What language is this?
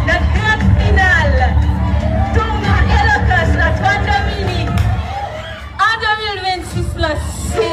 Haitian Creole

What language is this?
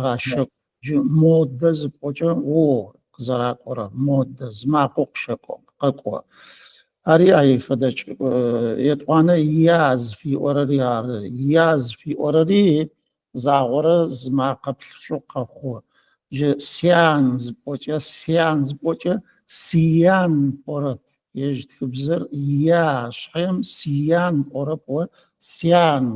Adyghe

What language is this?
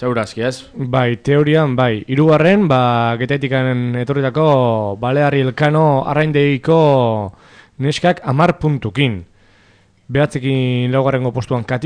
Basque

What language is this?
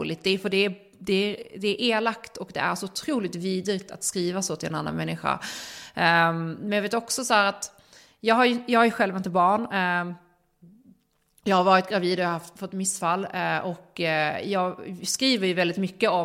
Swedish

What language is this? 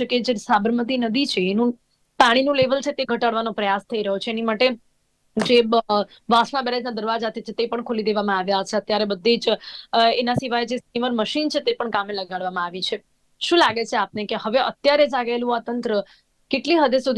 Gujarati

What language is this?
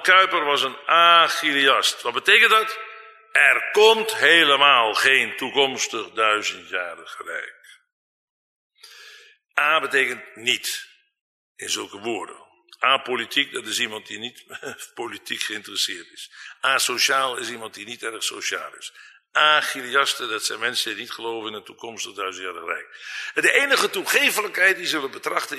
Dutch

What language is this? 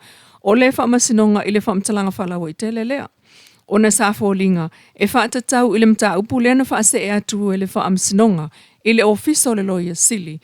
Samoan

